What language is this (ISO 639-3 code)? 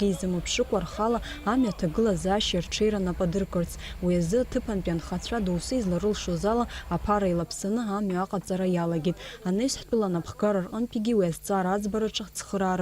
abk